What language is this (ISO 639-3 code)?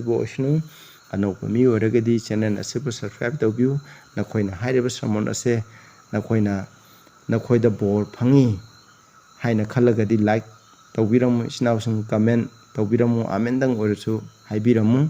mni